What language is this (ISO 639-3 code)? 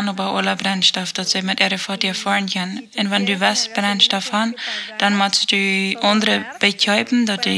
pdt